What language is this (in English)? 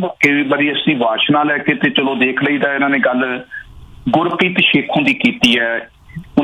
Punjabi